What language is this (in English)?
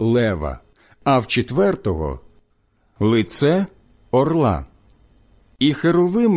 Ukrainian